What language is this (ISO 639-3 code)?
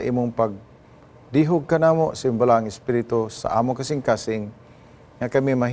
ceb